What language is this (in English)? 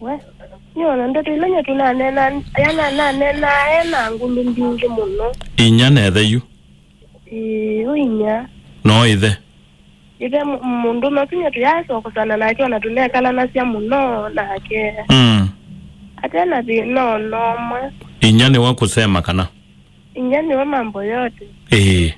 Kamba